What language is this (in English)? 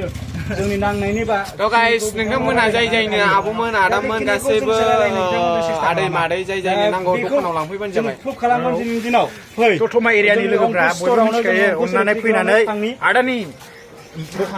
Bodo